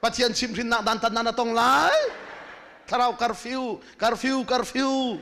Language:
Hakha Chin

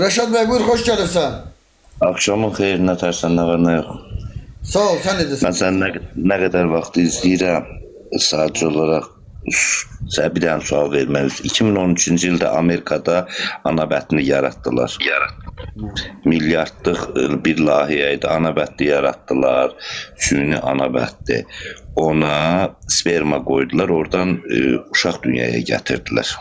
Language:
Azerbaijani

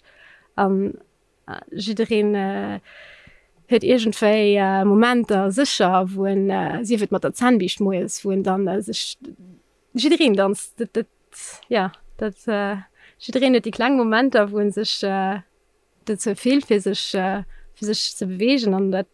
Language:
Luxembourgish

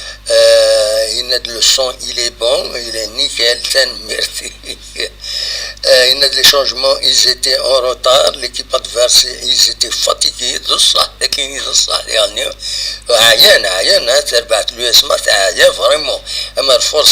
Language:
Kabyle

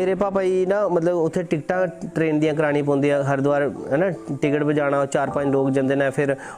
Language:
Dogri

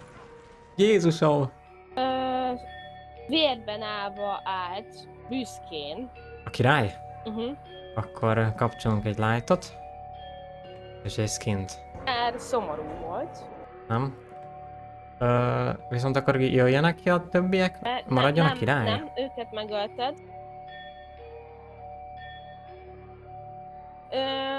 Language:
Hungarian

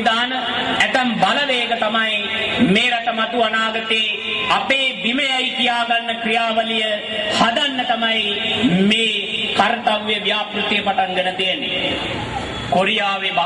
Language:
Sinhala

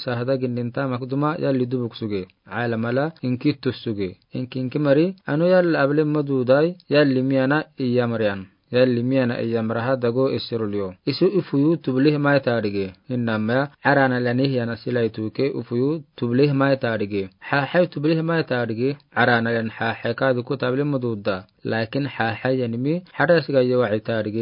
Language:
Afar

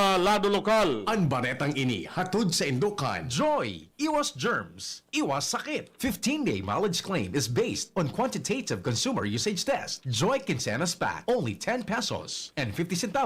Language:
Bikol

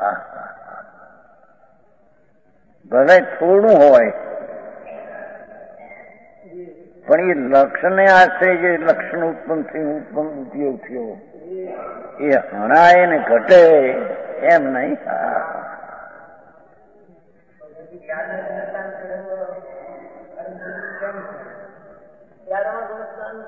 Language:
Gujarati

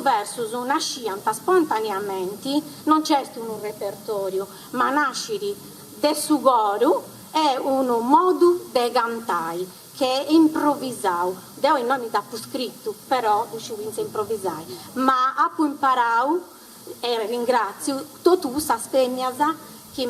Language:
Sardinian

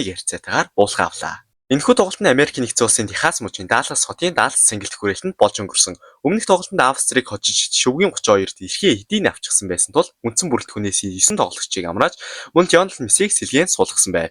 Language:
Mongolian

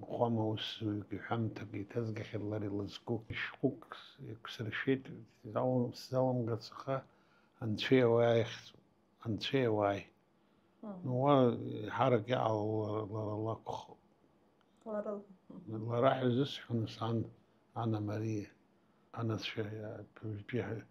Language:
Abkhazian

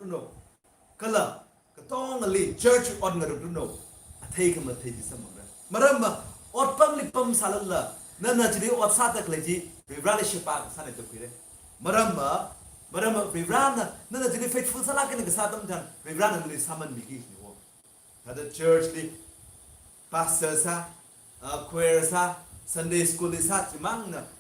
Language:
Tangkhul Naga (India)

